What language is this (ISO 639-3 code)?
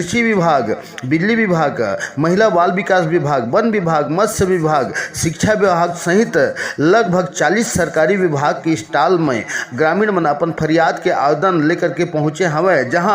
hne